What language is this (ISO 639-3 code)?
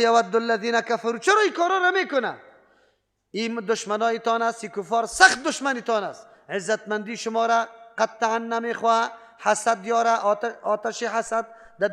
fas